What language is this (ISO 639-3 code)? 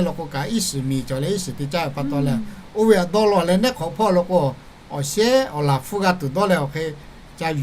lhu